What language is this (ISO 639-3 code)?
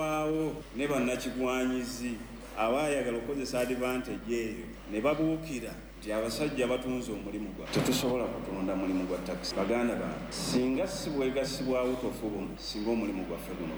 lug